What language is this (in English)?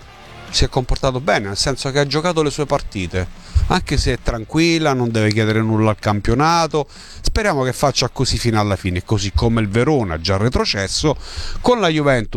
Italian